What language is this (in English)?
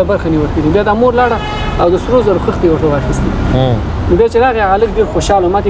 Pashto